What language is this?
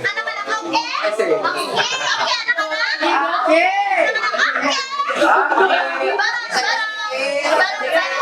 Betawi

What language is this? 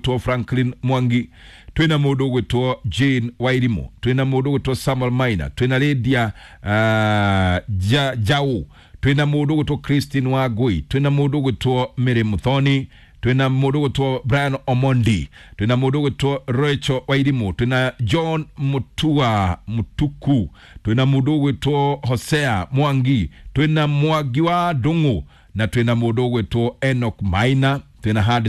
Kikuyu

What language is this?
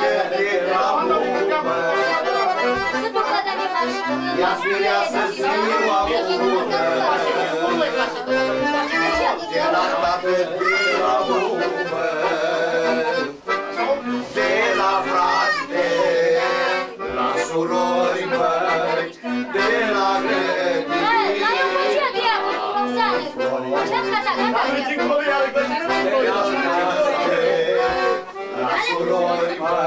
Romanian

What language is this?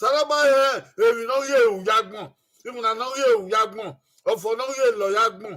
Bini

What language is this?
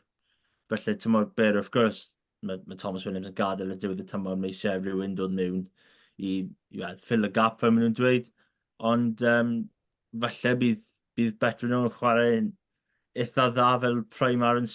Welsh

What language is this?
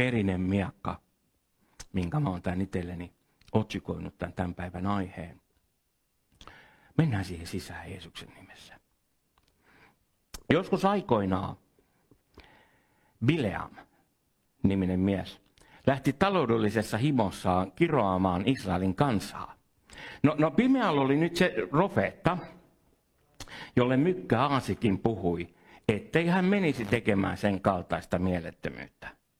Finnish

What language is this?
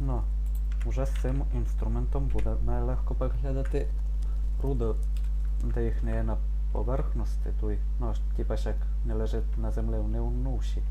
Rusyn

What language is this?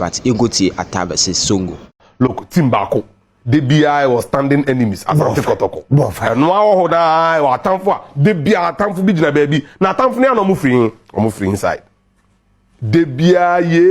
Akan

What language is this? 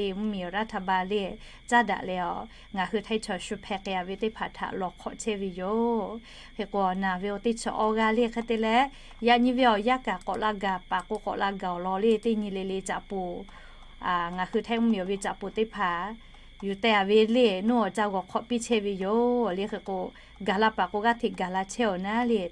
Lahu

